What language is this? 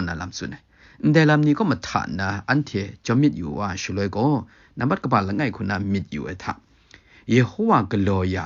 Kachin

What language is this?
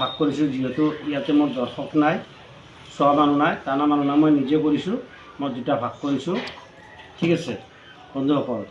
Assamese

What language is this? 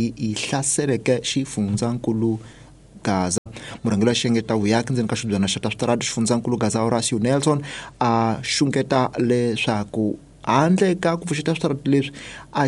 Tsonga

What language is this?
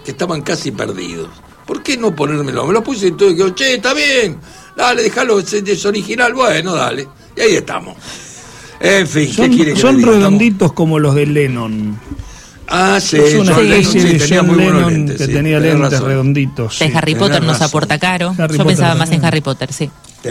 Spanish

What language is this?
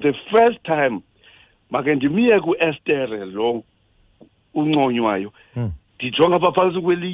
Xhosa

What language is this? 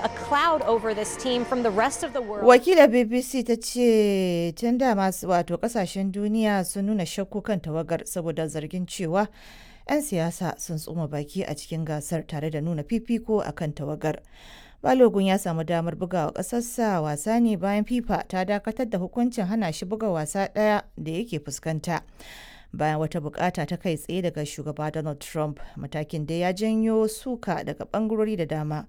Hausa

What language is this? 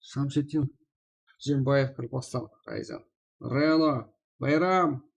Kara-Kalpak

